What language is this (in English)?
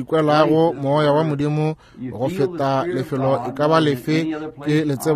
Northern Sotho